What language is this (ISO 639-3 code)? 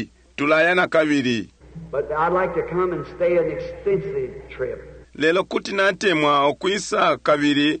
bem